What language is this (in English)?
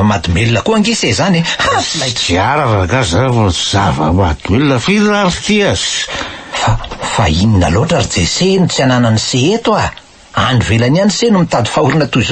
Malagasy